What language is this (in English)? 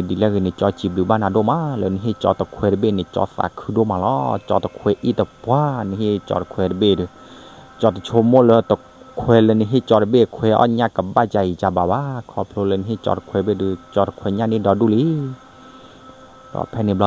S'gaw Karen